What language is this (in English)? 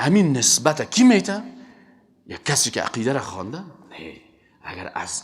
Persian